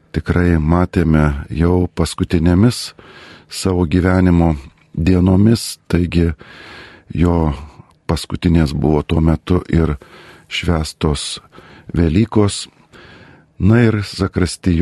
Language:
Lithuanian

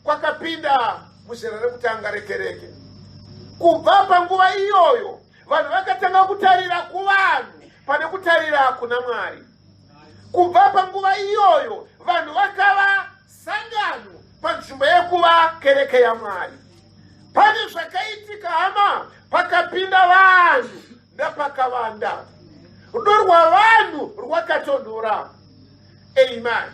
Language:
Shona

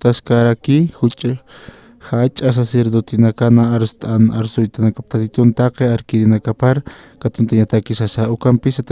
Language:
Aymara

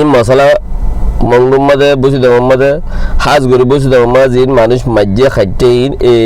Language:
Rohingya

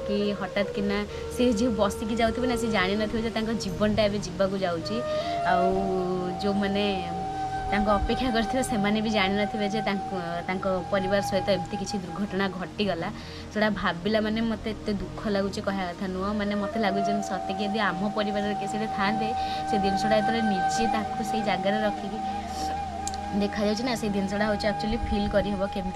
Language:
Odia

